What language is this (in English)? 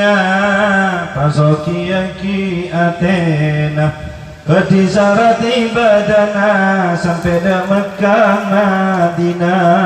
Madurese